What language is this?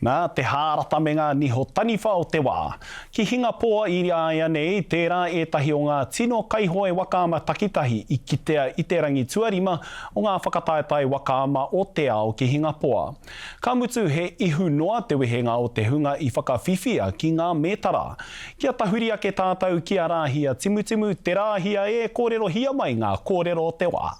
Māori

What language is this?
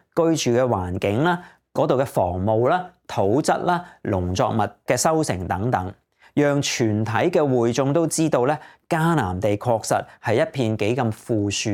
Cantonese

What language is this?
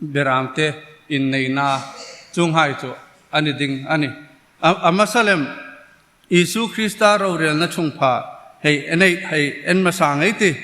Hmar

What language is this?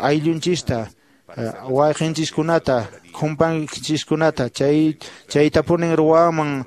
Quechua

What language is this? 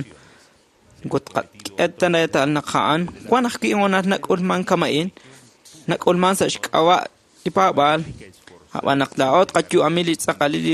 Kekchí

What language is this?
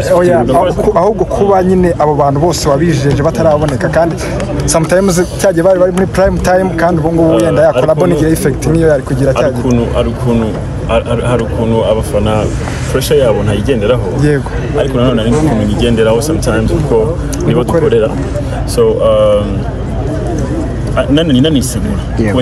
Kinyarwanda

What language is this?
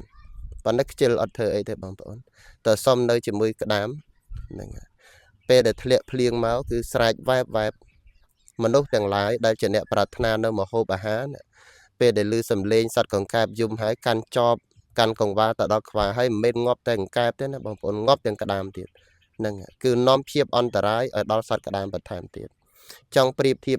Khmer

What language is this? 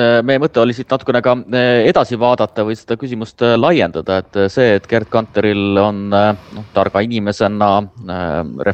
Estonian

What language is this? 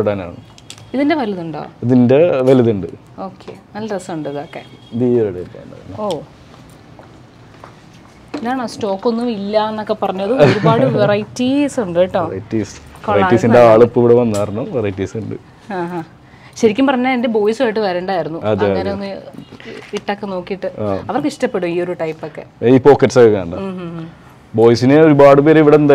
Malayalam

